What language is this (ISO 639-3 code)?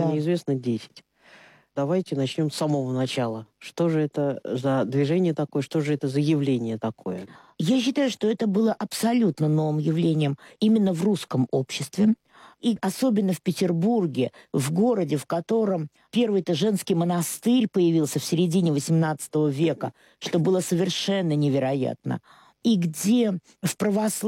rus